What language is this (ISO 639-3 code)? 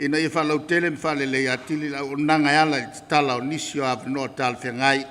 smo